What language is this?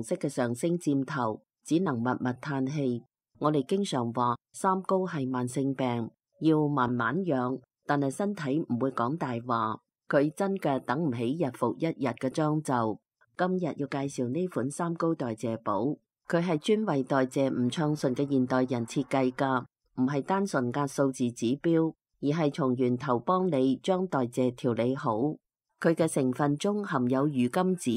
Cantonese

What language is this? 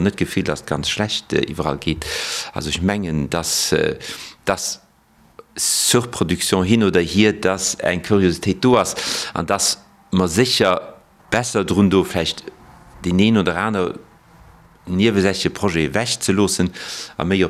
Luxembourgish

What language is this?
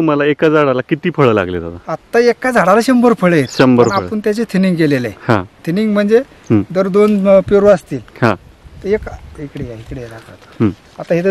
Marathi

